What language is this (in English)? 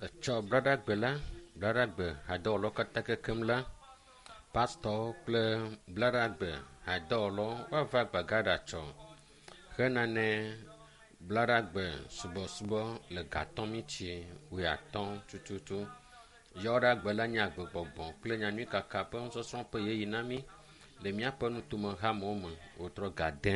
Ewe